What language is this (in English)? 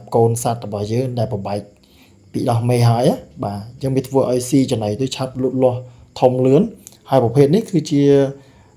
Khmer